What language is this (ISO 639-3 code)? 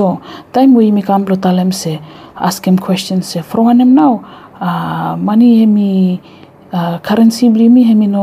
bis